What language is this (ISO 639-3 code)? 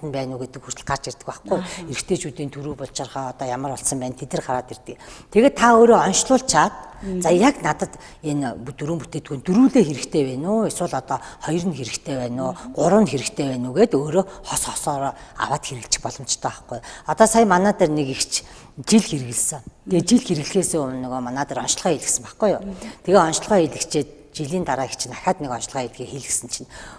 mon